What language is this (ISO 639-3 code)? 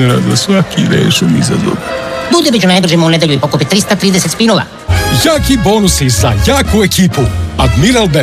srp